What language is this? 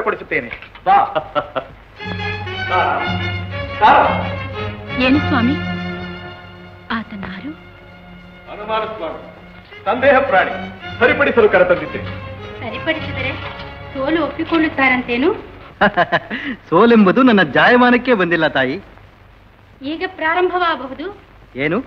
Kannada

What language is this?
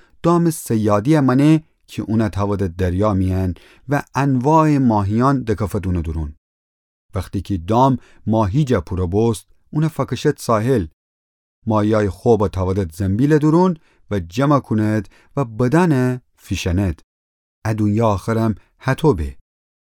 Gilaki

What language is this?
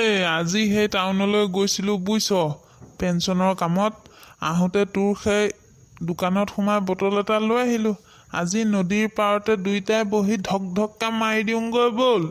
Assamese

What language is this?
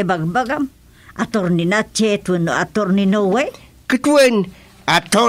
Iloko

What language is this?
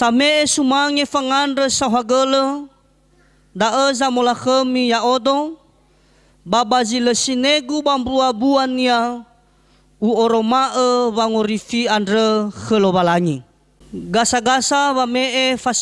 Nias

